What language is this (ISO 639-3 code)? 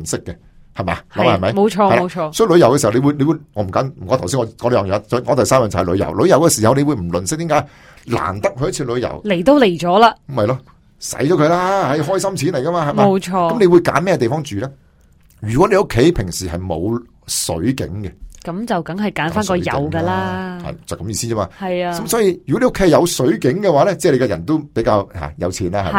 yue